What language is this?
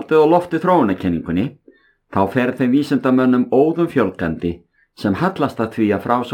Icelandic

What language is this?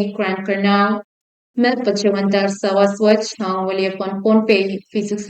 Pohnpeian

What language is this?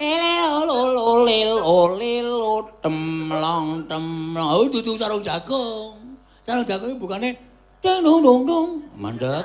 Javanese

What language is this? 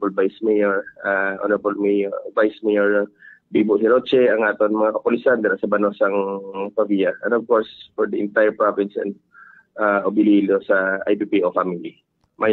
Hiligaynon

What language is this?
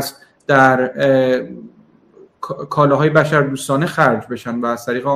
Persian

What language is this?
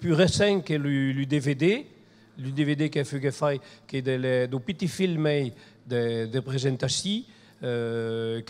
Occitan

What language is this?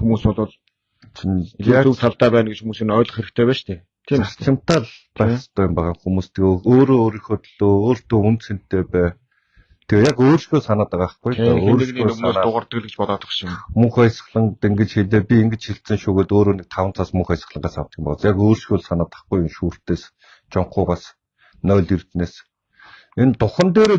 Mongolian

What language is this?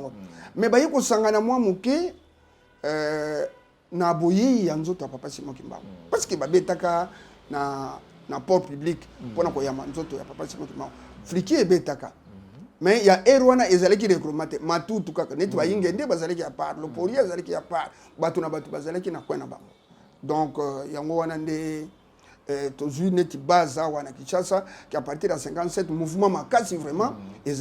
Lingala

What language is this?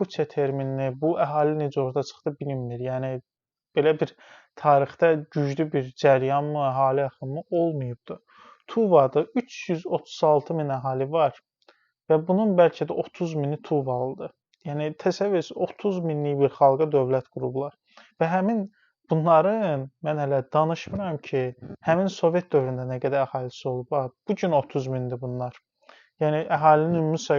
Azerbaijani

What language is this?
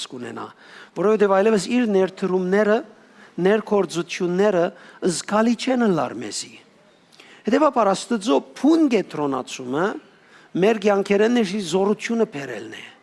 Western Armenian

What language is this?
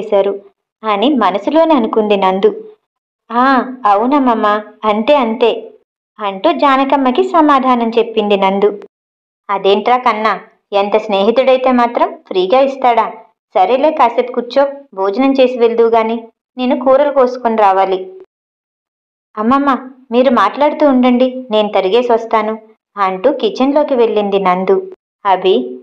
Telugu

